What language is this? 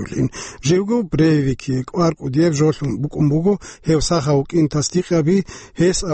Avaric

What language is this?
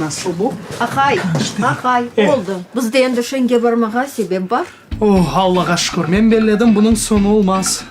Crimean Tatar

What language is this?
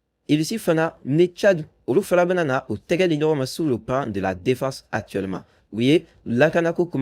Bambara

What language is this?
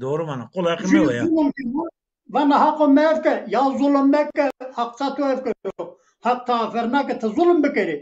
Zaza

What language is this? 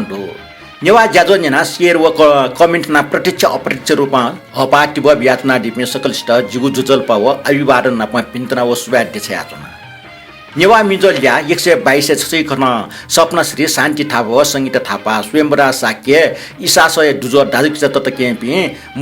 Newari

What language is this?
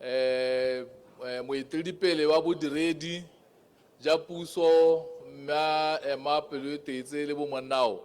Tswana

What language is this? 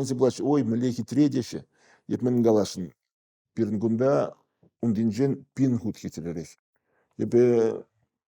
Chuvash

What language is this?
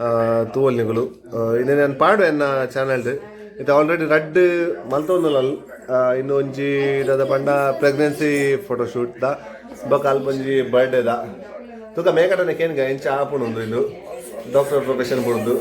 Tulu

